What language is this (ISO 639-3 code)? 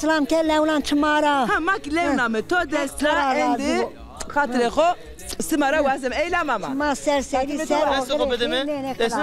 zza